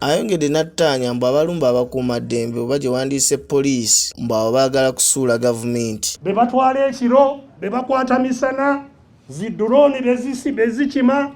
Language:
Ganda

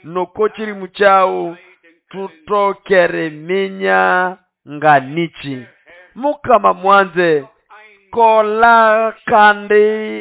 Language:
Nande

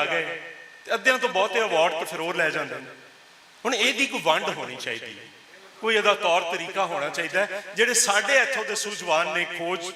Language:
Western Panjabi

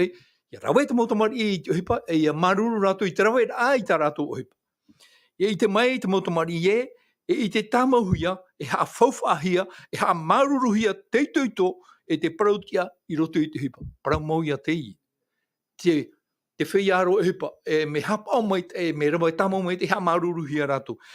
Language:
Tahitian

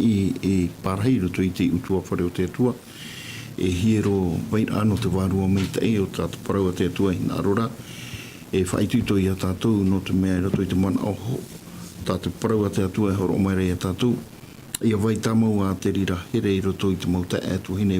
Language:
Tahitian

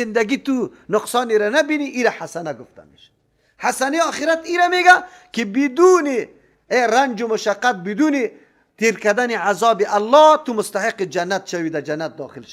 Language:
Persian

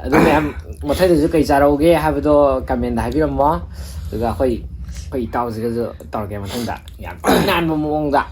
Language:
Manipuri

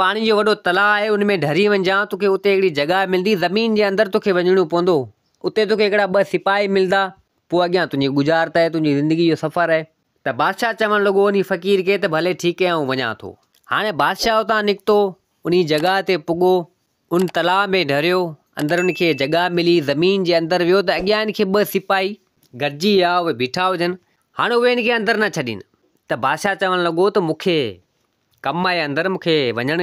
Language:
Sindhi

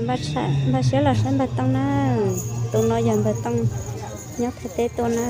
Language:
Hmong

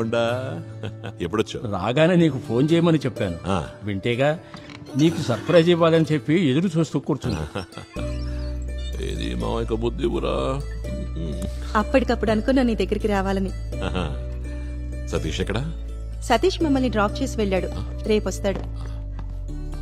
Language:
Telugu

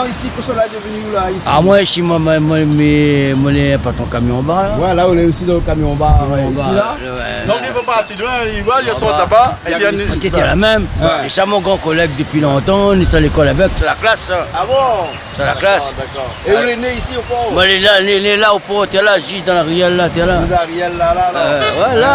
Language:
Réunion Creole French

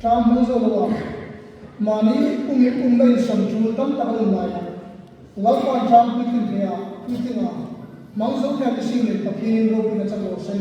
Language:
Hmar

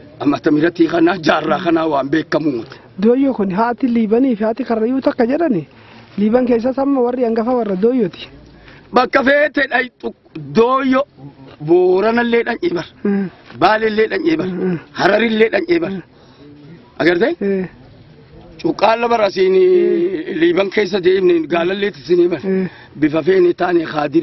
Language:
Oromo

